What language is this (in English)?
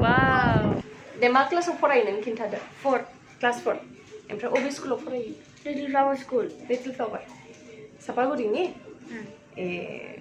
Bodo